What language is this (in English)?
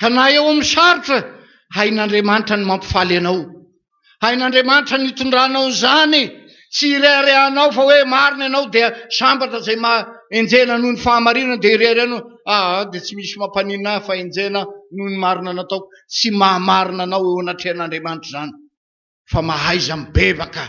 Malagasy